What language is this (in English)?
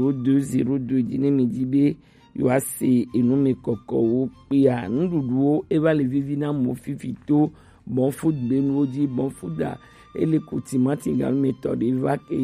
Gen